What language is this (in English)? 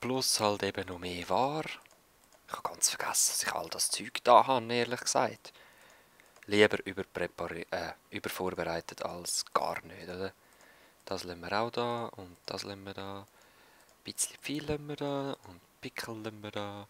Swiss German